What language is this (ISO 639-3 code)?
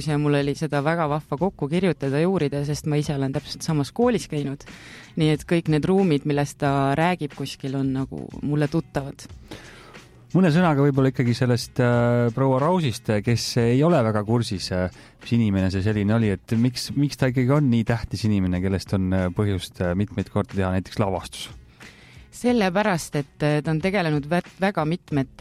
est